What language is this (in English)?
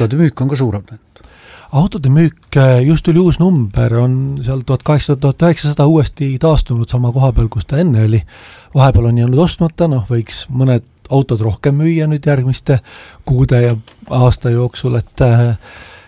Estonian